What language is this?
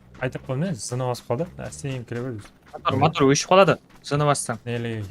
Kara-Kalpak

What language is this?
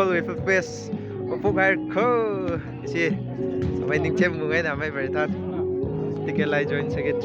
Tangkhul Naga (India)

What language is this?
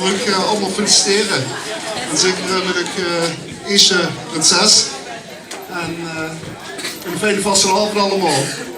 Limburgish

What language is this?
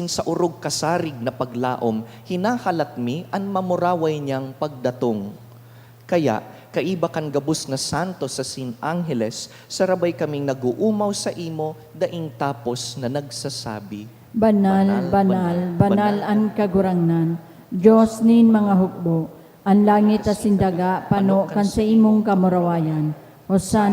Bikol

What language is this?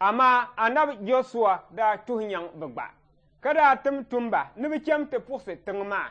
Dagbani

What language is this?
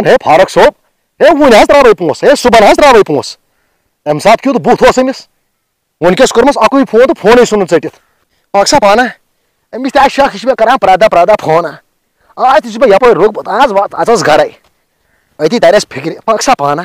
Kashmiri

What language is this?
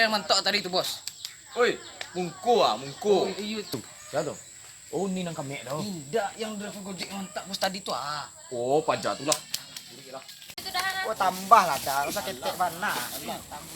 Minangkabau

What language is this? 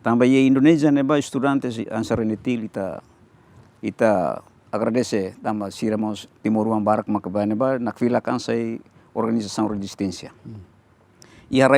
Tetum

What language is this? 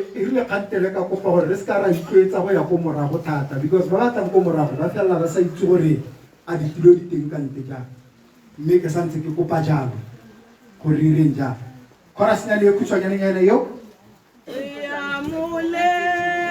Tswana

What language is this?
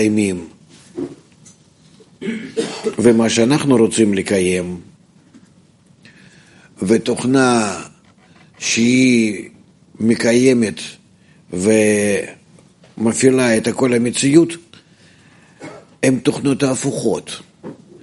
Hebrew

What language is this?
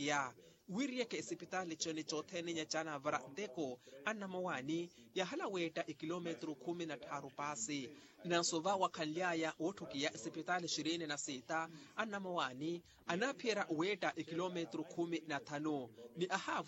Makhuwa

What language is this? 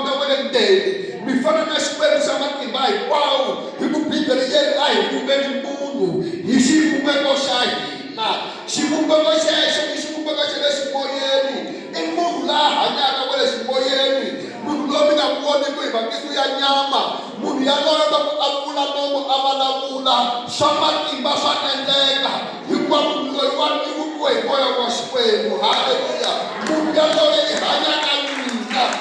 Tsonga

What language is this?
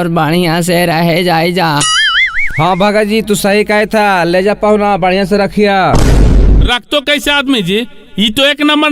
Magahi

